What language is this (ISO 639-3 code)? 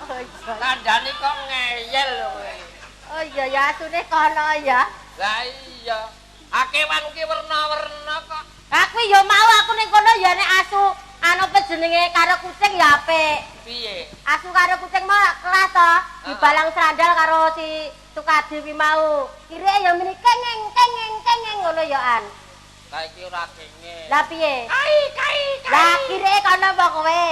jav